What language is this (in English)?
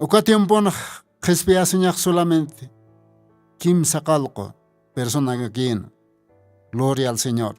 Aymara